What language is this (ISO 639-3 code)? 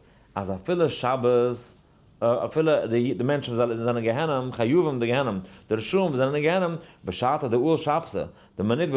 yid